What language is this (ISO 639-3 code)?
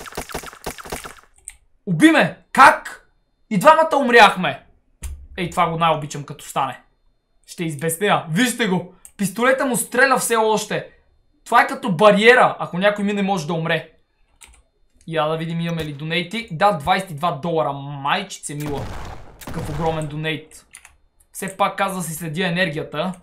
bul